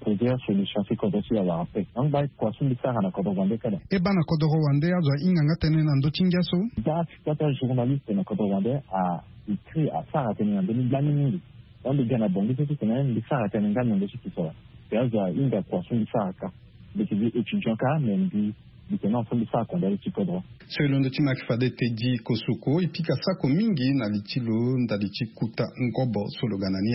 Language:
Sango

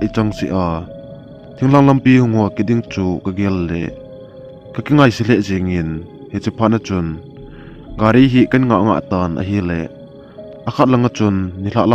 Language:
Thado Chin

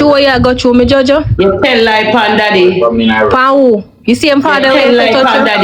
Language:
Jamaican Creole English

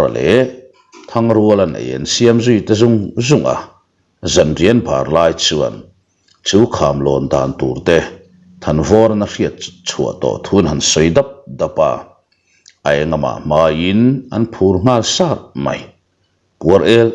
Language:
Mizo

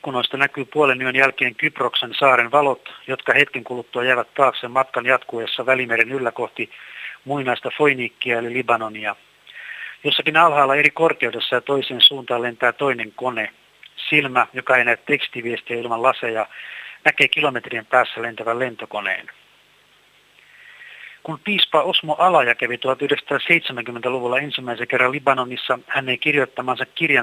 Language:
Finnish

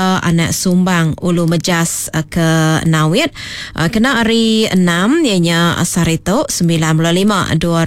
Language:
Iban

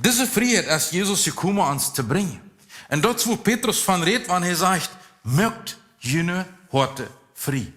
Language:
Plautdietsch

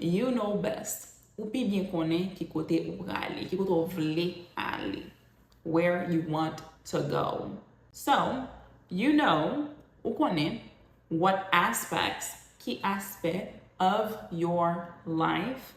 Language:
Haitian Creole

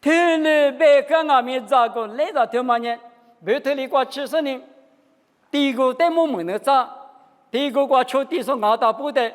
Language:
Lisu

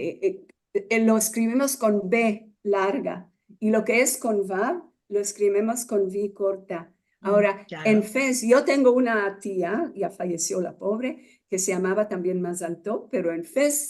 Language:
Ladino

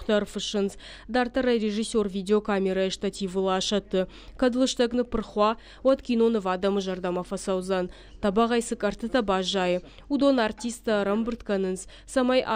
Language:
Ossetic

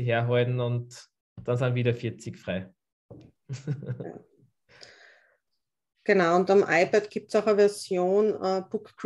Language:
German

